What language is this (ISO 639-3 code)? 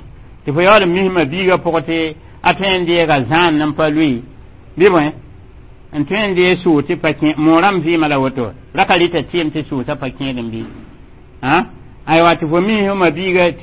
mos